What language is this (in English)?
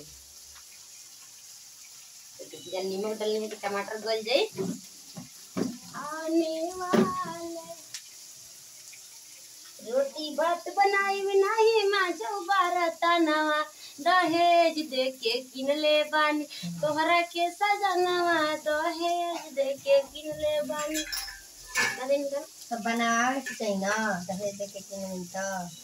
Bhojpuri